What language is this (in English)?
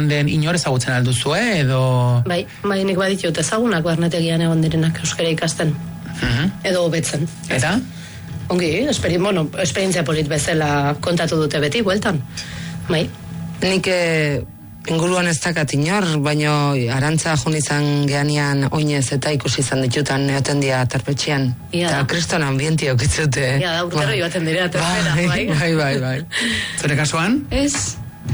Basque